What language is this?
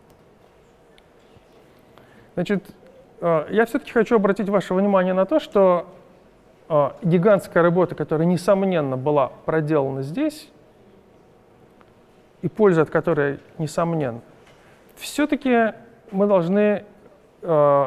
Russian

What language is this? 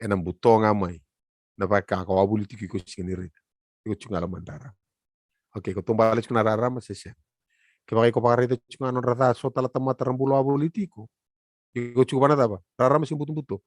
Fijian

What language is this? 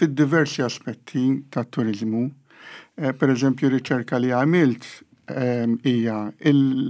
Maltese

